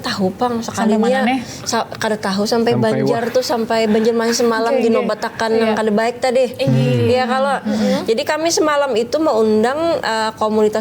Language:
Banjar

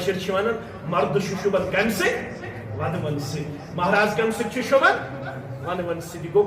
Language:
Kashmiri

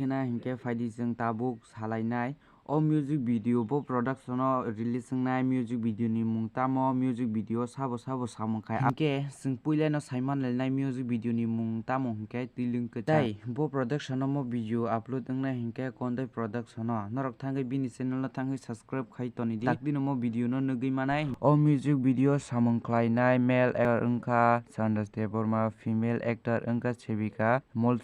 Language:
Kok Borok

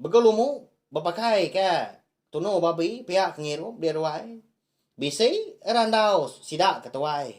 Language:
Iban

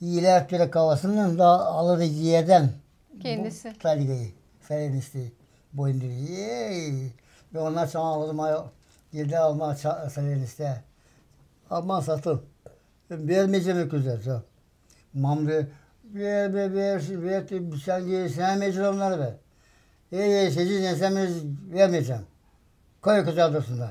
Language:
Gagauz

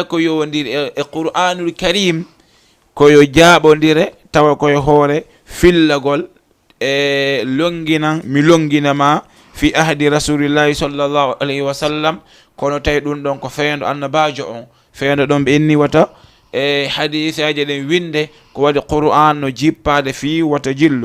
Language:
Fula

